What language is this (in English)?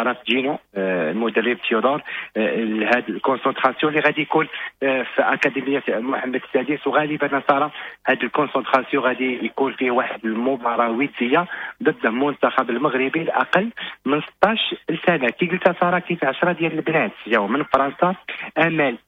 Moroccan Arabic